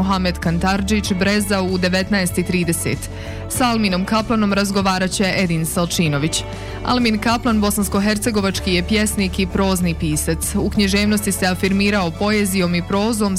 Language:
Bosnian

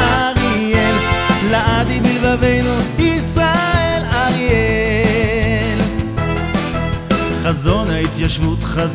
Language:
Hebrew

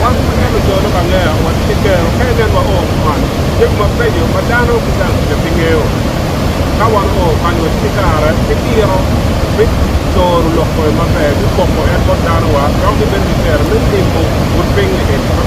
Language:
Acoli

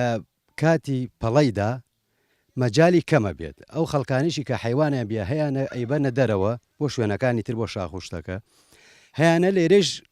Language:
Central Kurdish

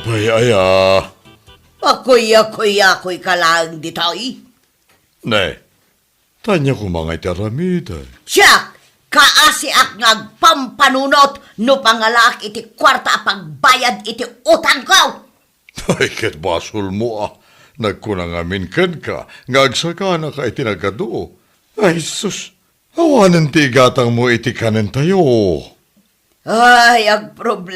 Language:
Iloko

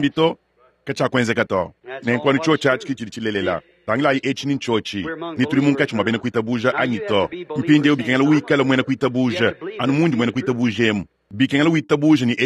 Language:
Luba-Lulua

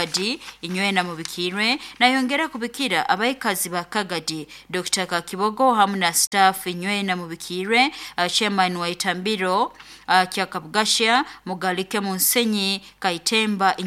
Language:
Nyoro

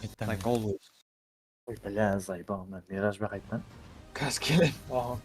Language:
Kara-Kalpak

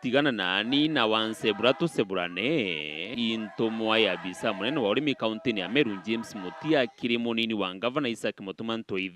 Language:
Meru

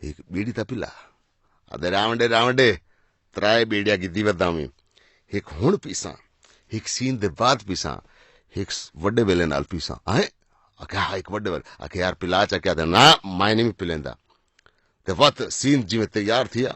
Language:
Saraiki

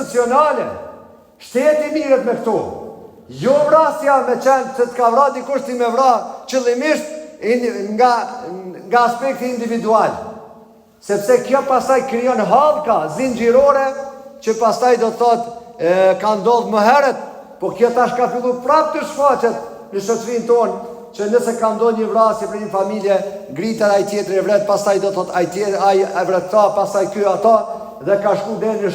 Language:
Albanian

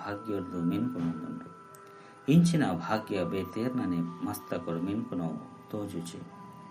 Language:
Tulu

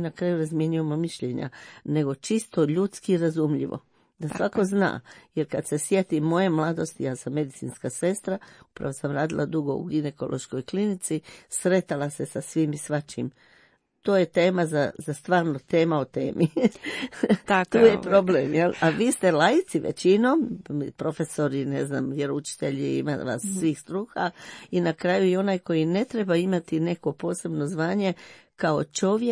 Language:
Croatian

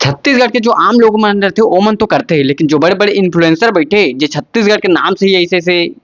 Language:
Chhattisgarhi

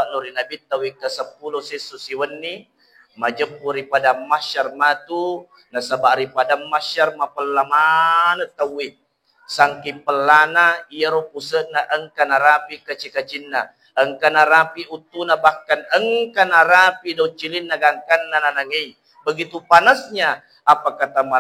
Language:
Buginese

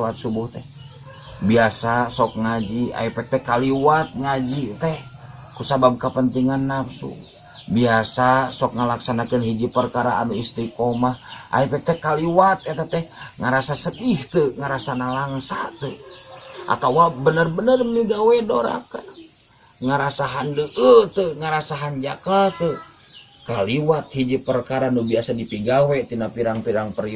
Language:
Sundanese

